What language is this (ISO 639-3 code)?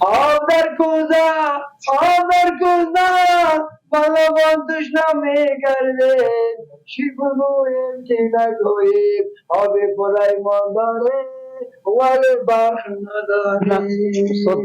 fas